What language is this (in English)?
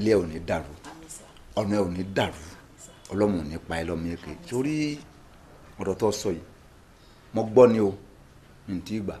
Yoruba